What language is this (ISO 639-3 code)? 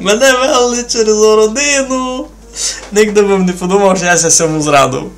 rue